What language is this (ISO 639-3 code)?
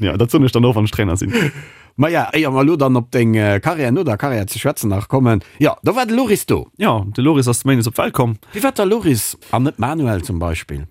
ltz